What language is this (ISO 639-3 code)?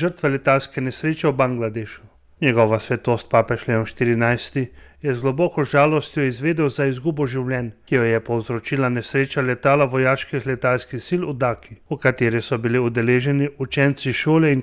slv